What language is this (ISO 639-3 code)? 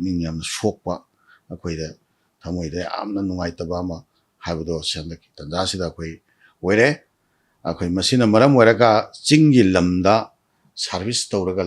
mni